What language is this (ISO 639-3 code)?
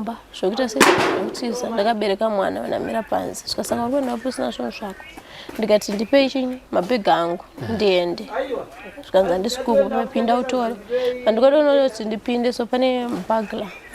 sna